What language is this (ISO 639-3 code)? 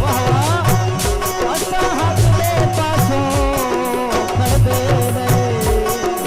skr